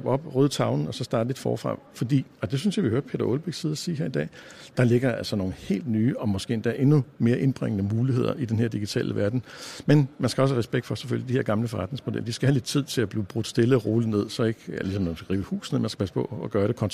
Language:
Danish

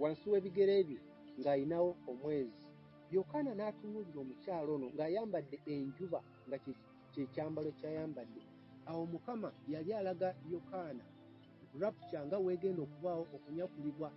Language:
Ganda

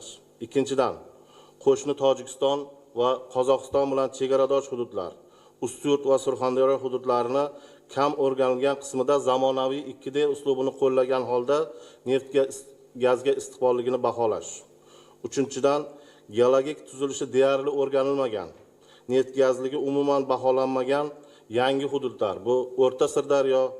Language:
Uzbek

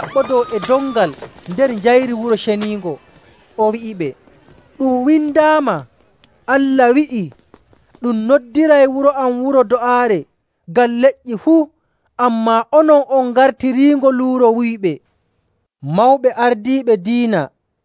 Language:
Nigerian Fulfulde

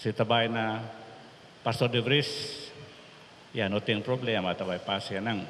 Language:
Papiamento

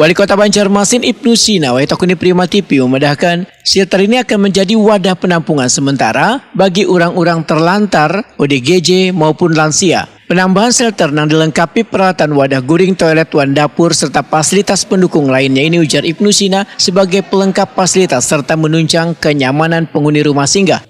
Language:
Banjar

